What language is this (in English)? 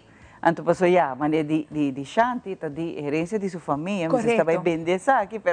Papiamento